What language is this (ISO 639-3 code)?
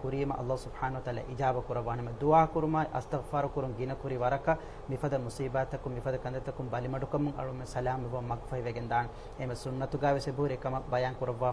div